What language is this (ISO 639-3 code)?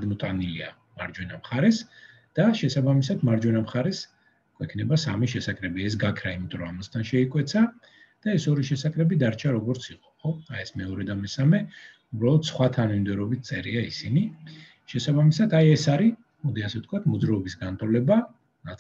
kat